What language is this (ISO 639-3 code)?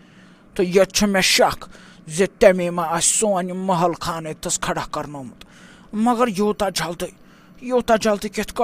kas